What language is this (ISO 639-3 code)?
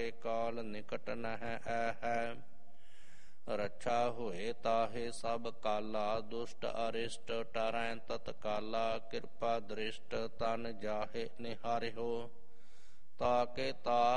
pan